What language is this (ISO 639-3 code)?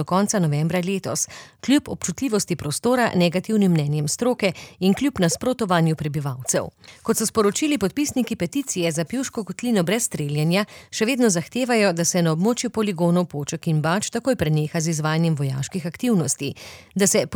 slv